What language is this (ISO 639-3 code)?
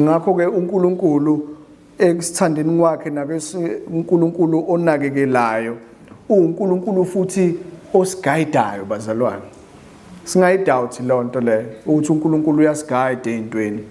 zul